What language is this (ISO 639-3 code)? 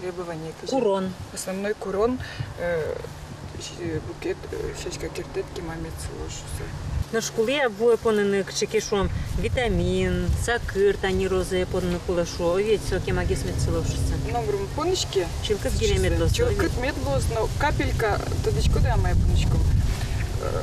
udm